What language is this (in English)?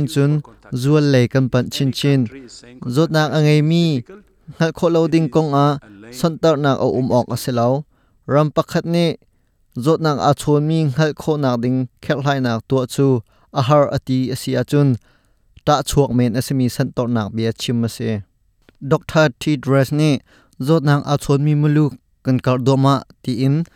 Hakha Chin